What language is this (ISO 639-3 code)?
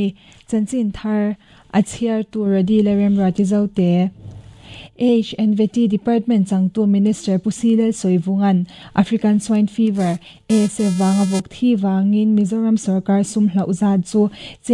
lus